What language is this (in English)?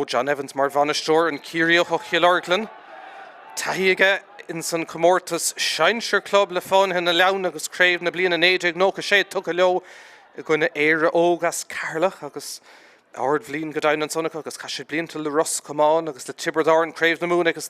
Irish